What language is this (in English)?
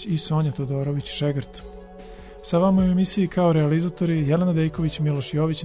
Serbian